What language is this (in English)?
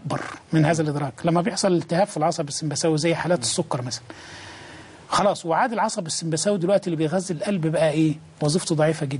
Egyptian Arabic